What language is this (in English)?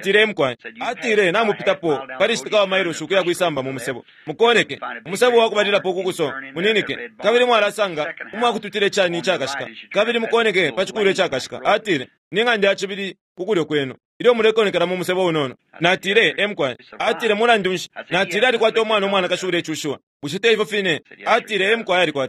Bemba